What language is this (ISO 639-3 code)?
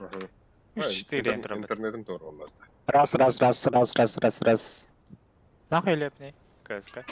sah